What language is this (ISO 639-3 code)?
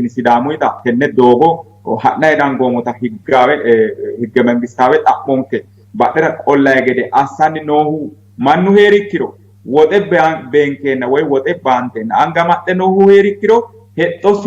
sid